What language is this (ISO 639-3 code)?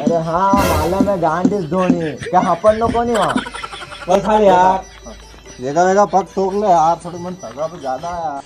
raj